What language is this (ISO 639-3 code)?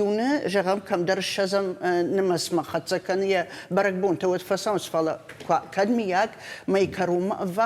oss